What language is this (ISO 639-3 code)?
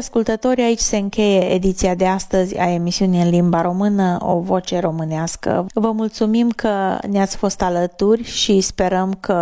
ron